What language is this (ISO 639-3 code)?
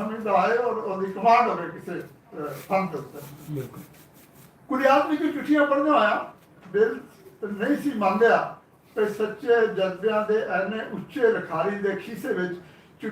lah